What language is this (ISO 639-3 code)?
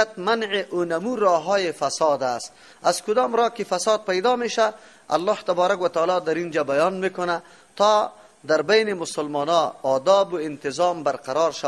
fas